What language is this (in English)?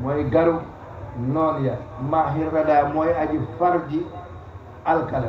Wolof